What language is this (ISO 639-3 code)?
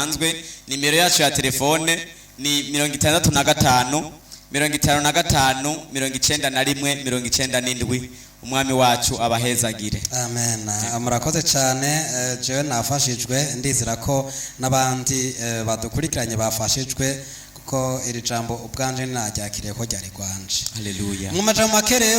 run